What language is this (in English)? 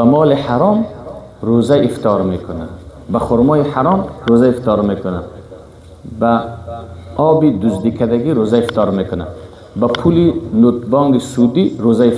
Persian